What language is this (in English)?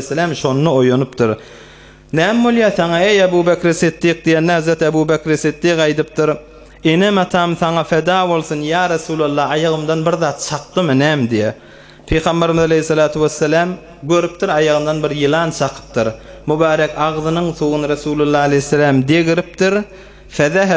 Turkmen